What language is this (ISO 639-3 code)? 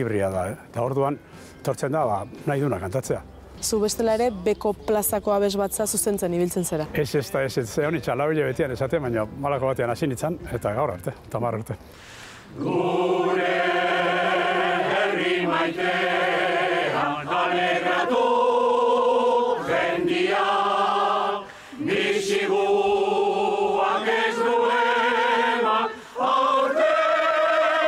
eus